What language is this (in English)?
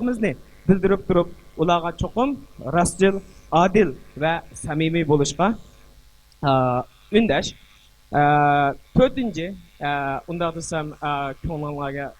Uyghur